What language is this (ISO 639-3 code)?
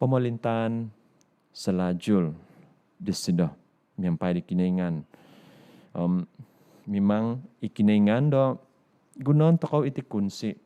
dtp